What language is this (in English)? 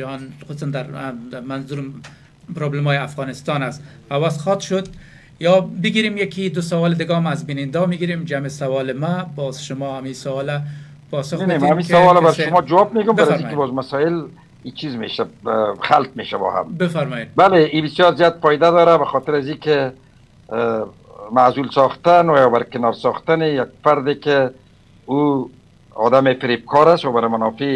Persian